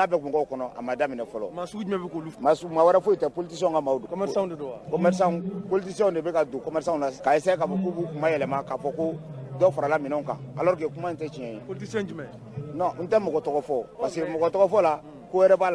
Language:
Bambara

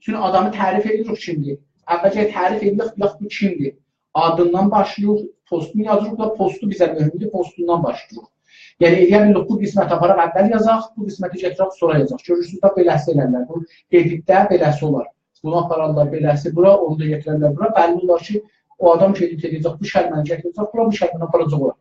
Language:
South Azerbaijani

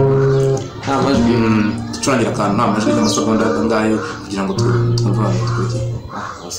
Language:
Kinyarwanda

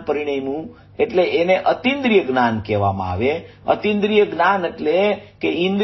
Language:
Gujarati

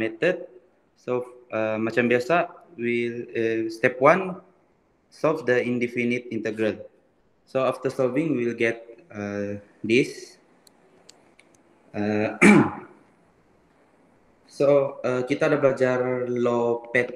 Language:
Malay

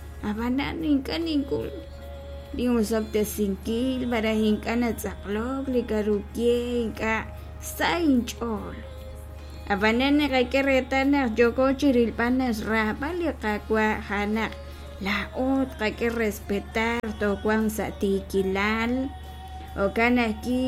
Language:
Kekchí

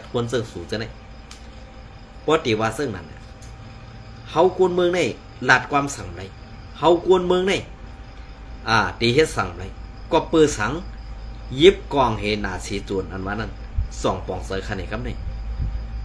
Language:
Shan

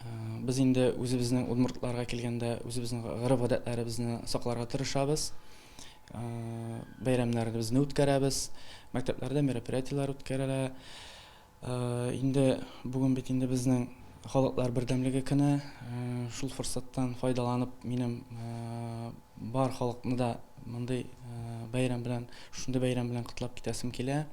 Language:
Tatar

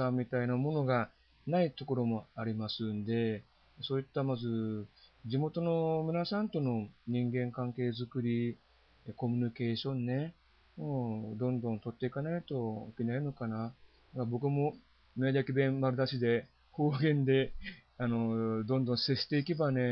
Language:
Japanese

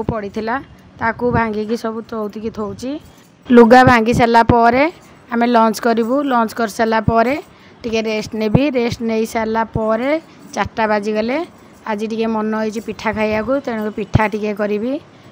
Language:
Odia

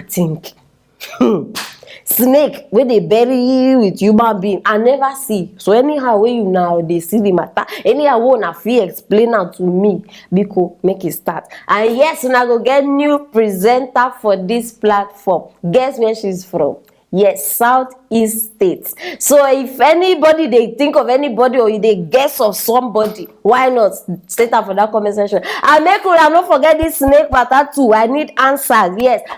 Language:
Nigerian Pidgin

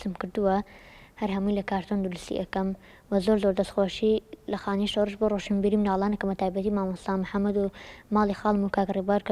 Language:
Central Kurdish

